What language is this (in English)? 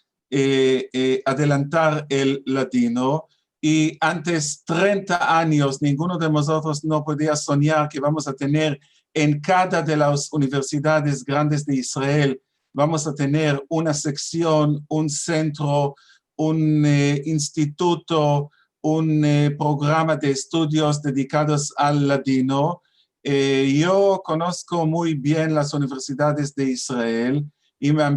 Ladino